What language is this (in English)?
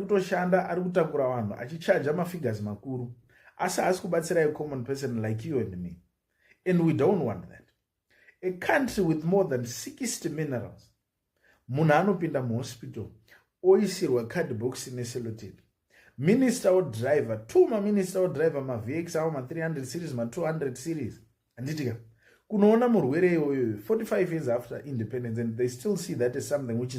Shona